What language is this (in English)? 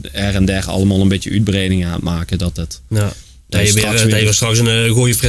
Limburgish